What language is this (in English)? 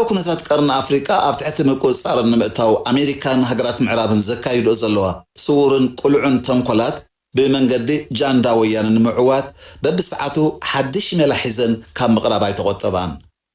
Tigrinya